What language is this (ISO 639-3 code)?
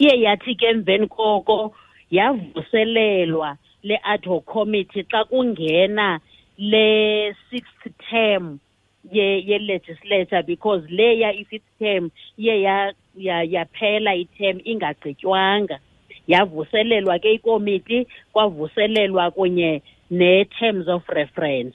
xho